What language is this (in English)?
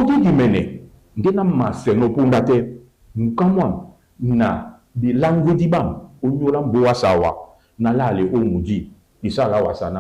Duala